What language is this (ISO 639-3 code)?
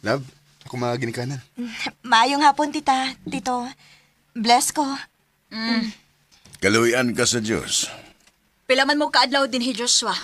ceb